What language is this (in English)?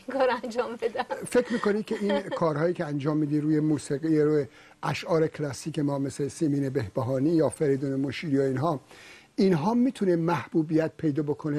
Persian